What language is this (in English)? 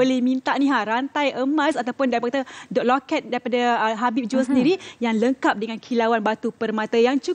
Malay